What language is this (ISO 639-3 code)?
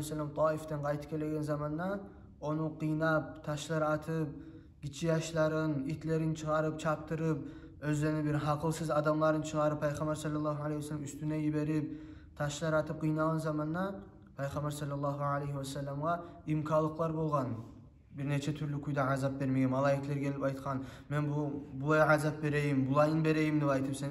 kum